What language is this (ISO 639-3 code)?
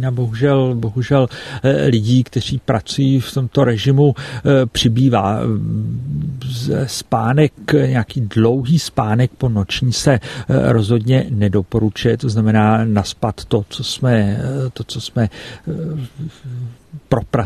ces